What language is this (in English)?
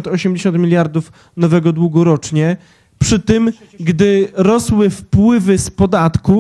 Polish